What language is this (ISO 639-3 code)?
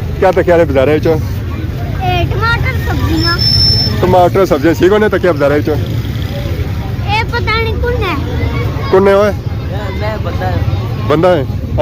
phr